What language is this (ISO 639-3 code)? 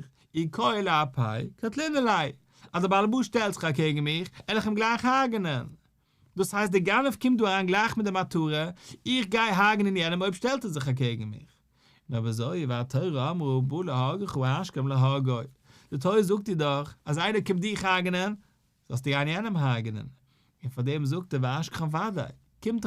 yid